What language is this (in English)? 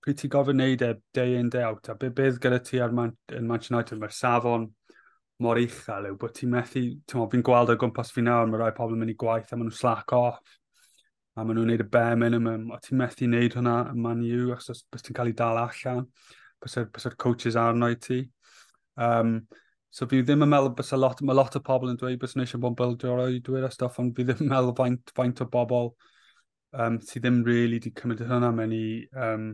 Welsh